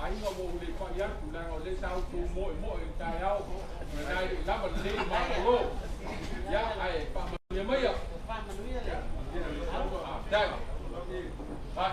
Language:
Samoan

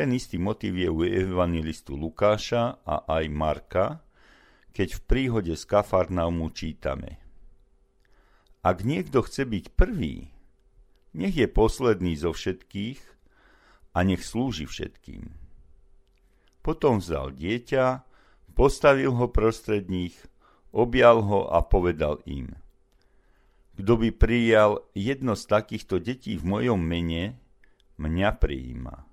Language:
Slovak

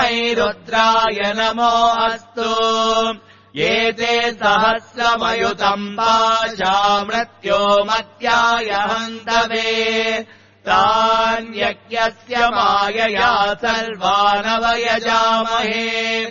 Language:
Sanskrit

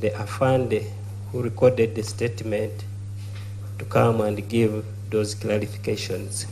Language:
Nyankole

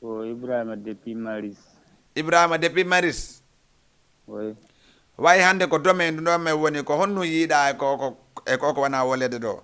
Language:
Fula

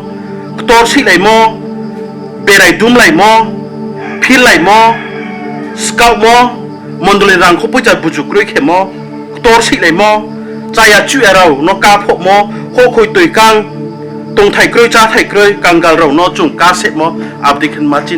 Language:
Riang (India)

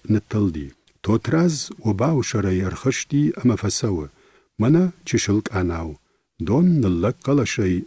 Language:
Ossetic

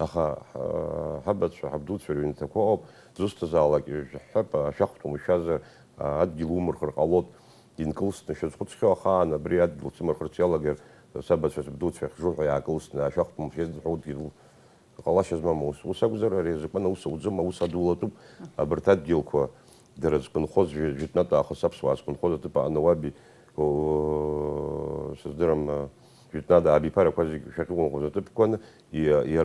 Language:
Abkhazian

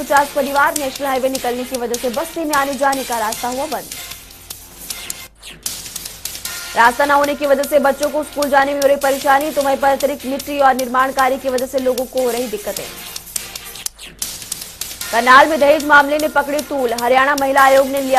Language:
Hindi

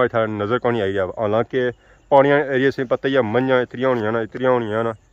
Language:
Pahari-Potwari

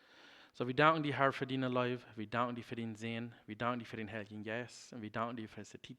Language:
Plautdietsch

